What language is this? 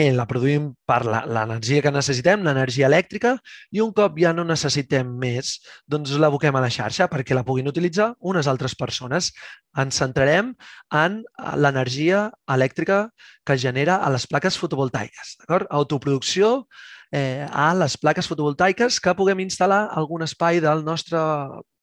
Catalan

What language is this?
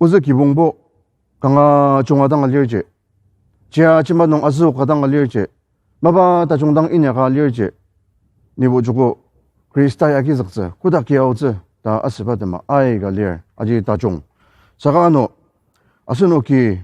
Ao Naga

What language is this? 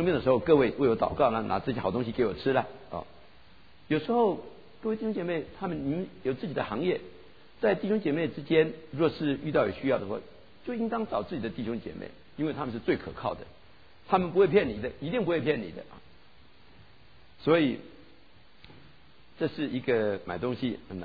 Chinese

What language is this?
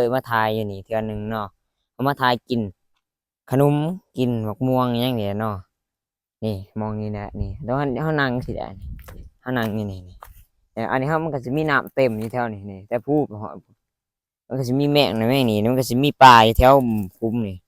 Lao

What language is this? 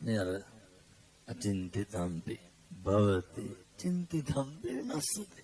Sinhala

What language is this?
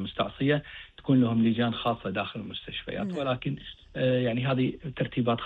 Gulf Arabic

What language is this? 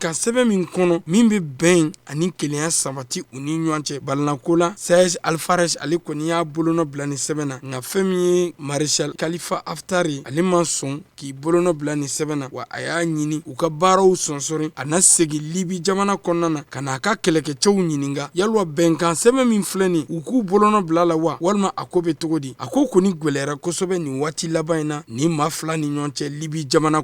Bambara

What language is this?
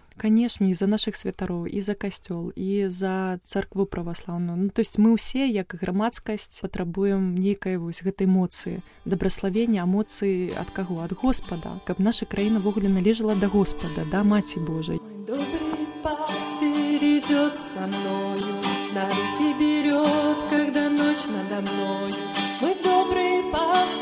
Belarusian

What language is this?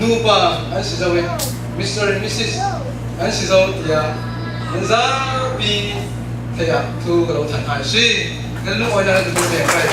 Falam Chin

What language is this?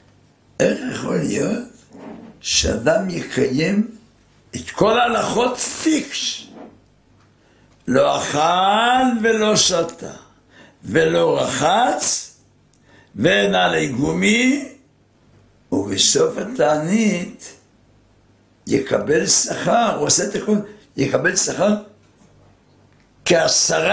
Hebrew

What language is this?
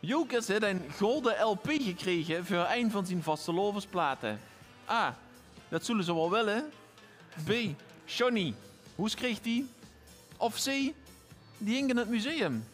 Limburgish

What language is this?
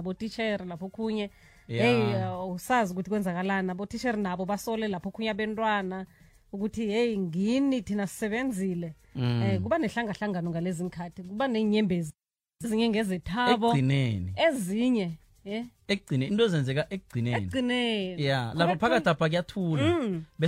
South Ndebele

